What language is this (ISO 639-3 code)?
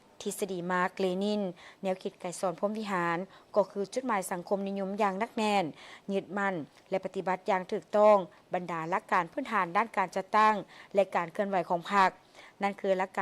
lao